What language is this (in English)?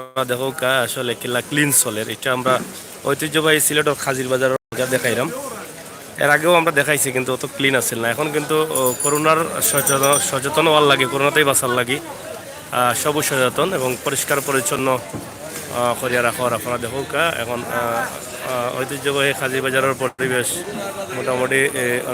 Sylheti